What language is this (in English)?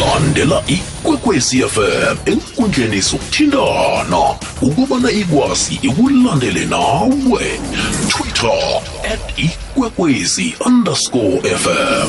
South Ndebele